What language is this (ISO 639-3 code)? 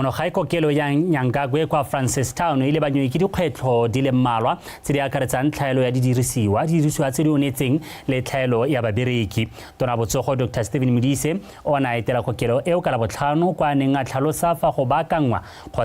tsn